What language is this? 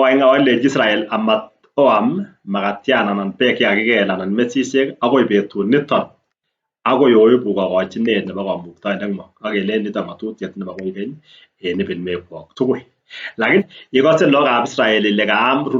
Kalenjin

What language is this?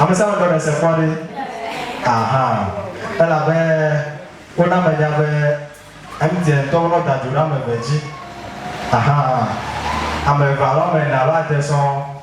Ewe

